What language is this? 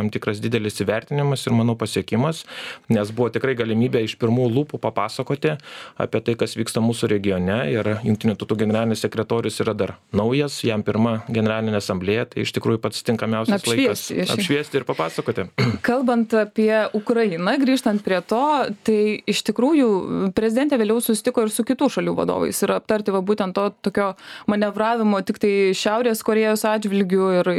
Lithuanian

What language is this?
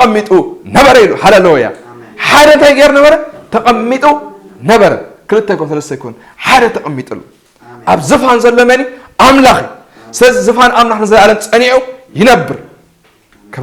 Tigrinya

